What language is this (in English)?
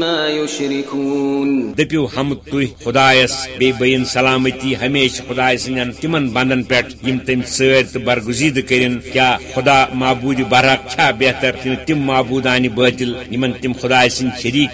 Kashmiri